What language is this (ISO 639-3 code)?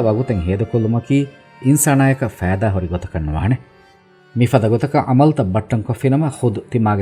div